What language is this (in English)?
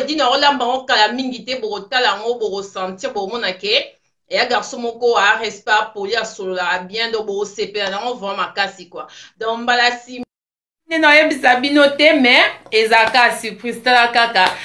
Lingala